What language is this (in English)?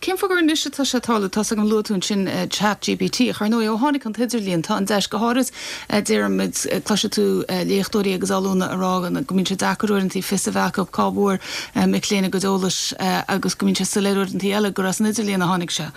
Irish